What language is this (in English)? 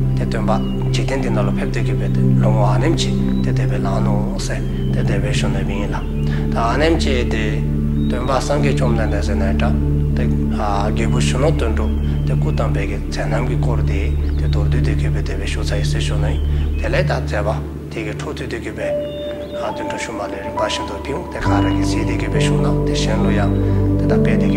Dzongkha